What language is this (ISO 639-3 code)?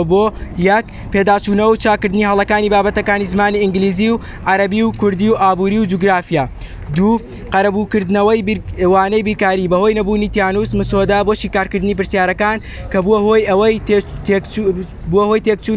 ckb